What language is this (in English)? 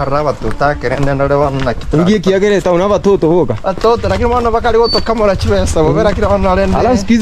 Gusii